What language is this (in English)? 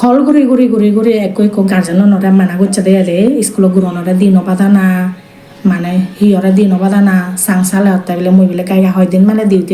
Chakma